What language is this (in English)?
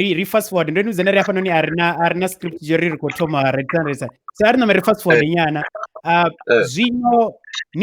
Venda